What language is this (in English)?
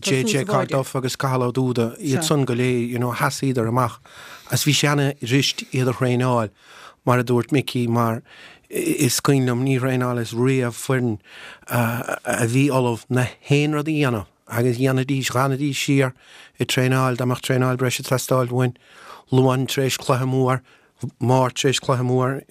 Irish